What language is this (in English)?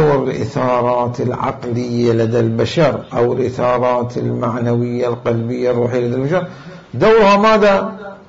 Mesopotamian Arabic